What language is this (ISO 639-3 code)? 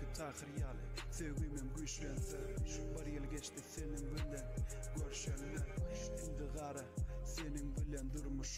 tuk